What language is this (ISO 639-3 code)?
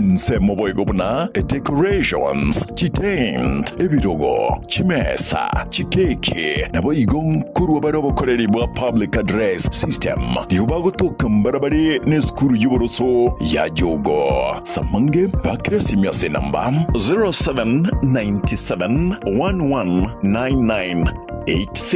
guz